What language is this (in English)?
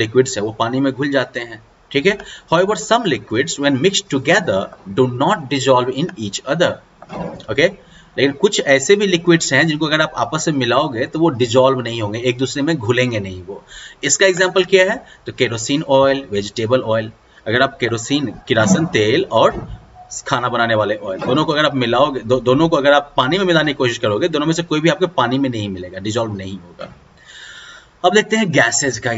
Hindi